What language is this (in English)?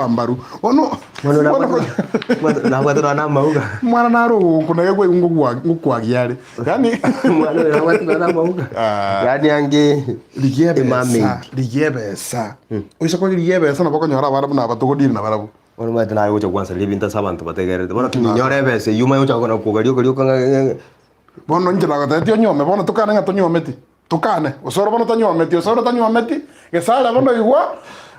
Gusii